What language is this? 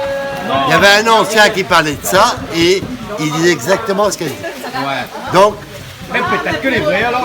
Réunion Creole French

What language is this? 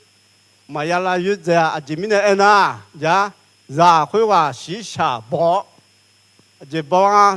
Akha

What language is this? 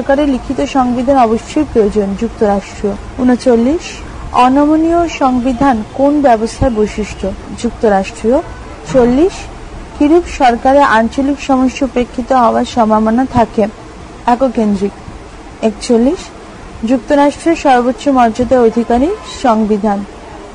Bangla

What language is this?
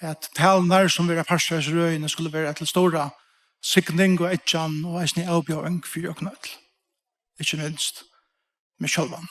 Faroese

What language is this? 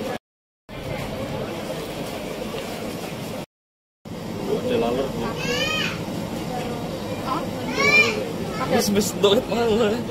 Indonesian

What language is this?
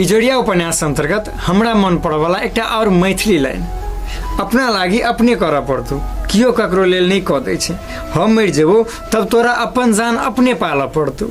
Maithili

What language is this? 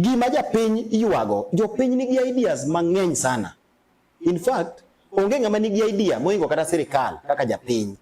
Luo (Kenya and Tanzania)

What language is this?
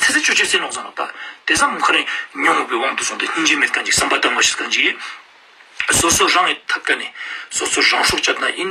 Ladakhi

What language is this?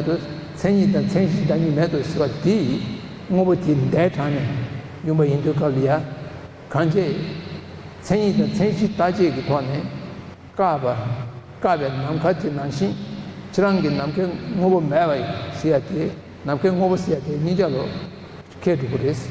Tibetan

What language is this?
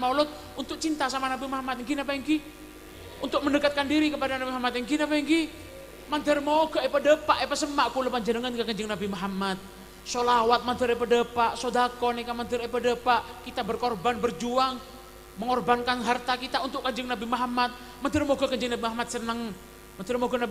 Madurese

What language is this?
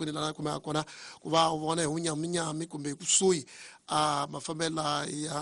Tsonga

